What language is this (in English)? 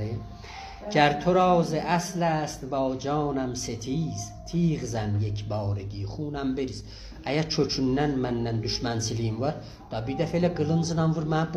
South Azerbaijani